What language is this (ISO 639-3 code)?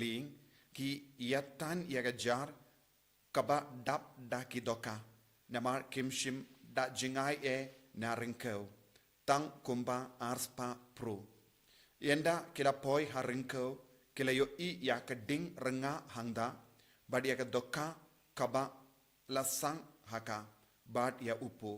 kha